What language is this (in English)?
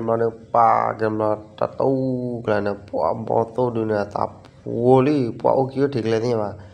S'gaw Karen